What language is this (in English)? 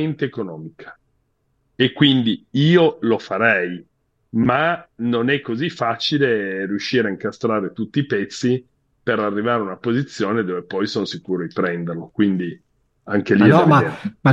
Italian